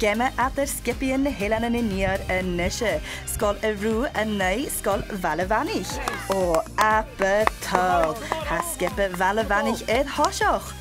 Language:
Scottish Gaelic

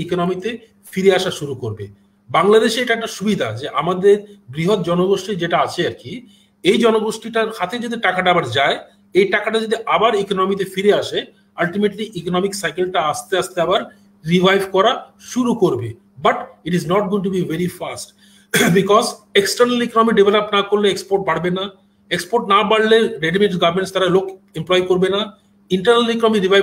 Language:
Bangla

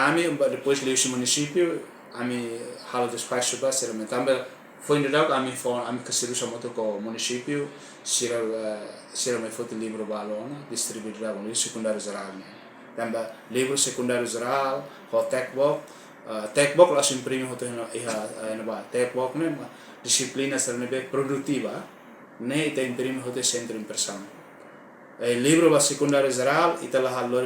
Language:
Tetum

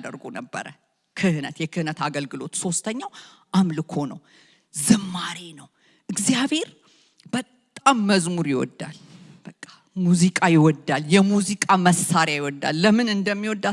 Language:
Amharic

